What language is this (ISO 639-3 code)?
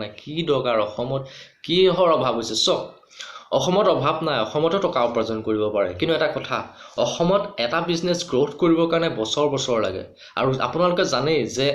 asm